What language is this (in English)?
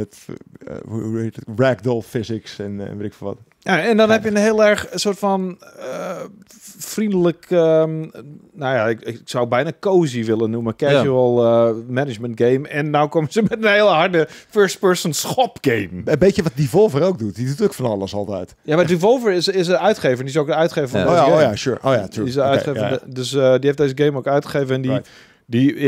Dutch